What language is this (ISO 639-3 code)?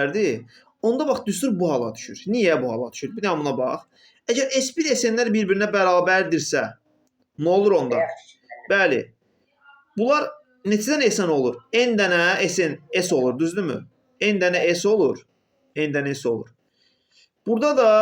aze